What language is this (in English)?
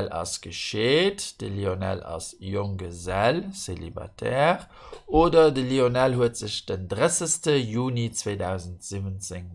Luxembourgish